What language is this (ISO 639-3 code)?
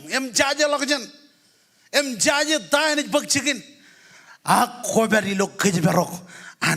mah